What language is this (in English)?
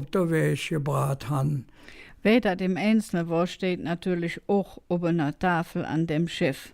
Colognian